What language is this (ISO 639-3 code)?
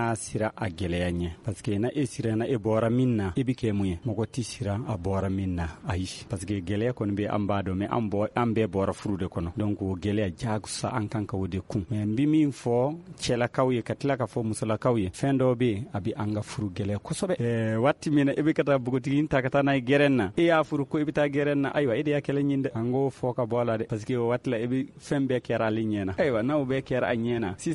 bam